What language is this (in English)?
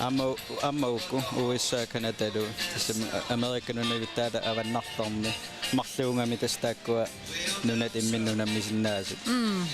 Kalaallisut